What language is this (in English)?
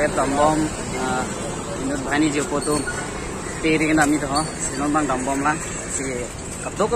Karbi